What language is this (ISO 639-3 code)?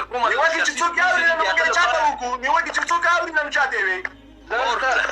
pus